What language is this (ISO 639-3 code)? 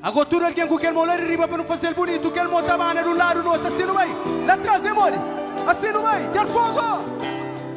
kea